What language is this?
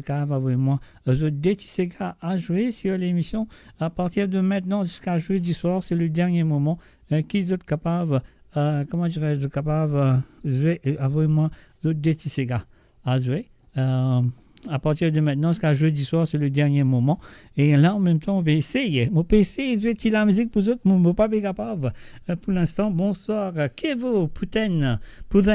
Morisyen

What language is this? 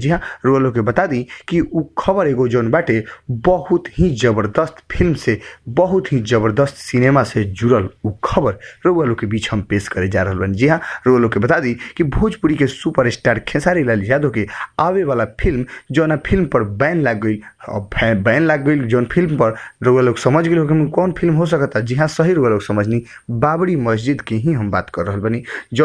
Bhojpuri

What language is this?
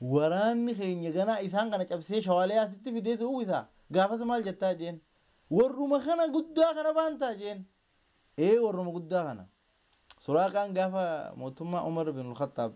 Oromo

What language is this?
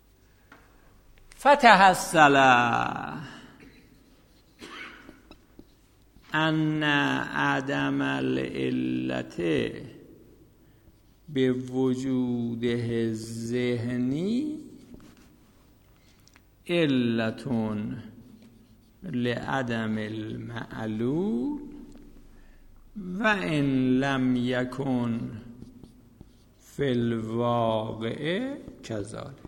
Persian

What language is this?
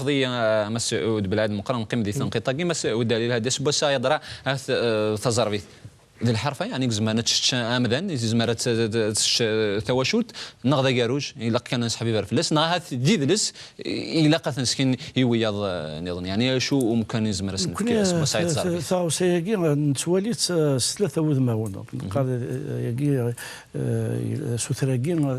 Kabyle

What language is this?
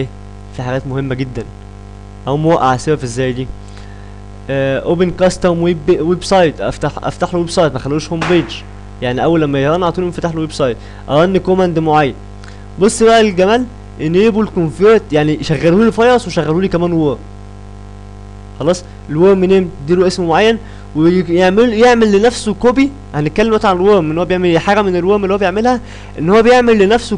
Egyptian Arabic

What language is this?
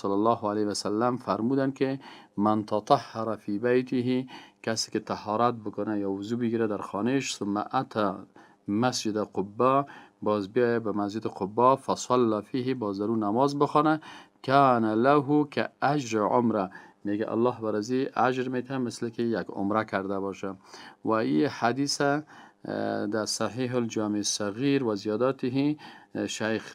Persian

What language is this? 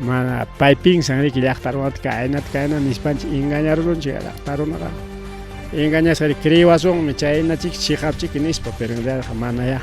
Ayacucho Quechua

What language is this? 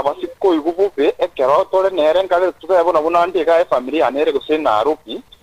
Gusii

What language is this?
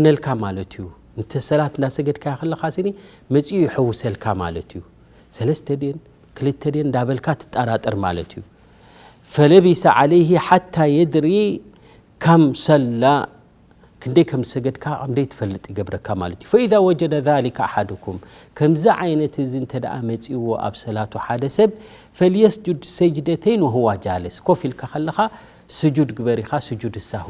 Tigrinya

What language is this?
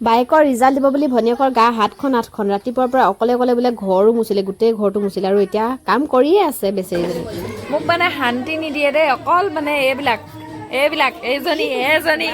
Assamese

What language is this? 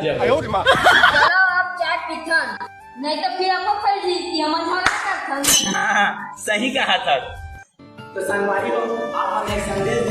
Chhattisgarhi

